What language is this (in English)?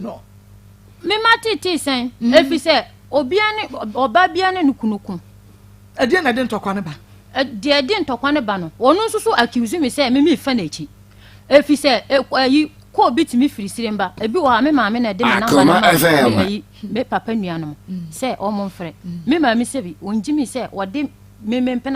Akan